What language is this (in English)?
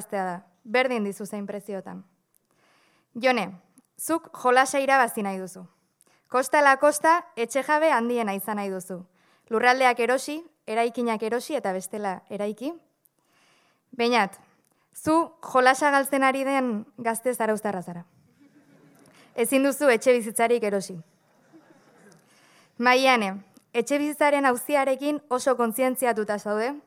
Basque